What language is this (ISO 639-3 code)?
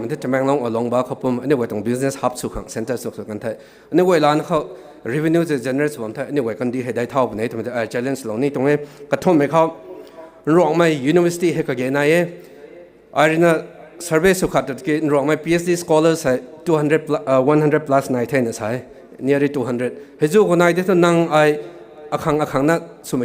nbu